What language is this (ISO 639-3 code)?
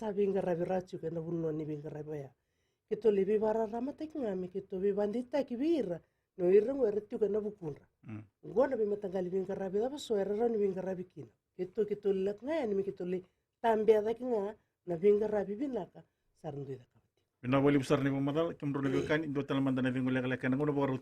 fij